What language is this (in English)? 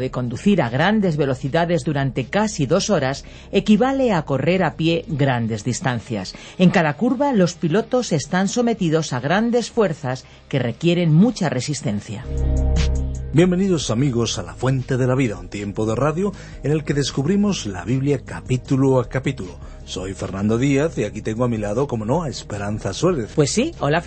Spanish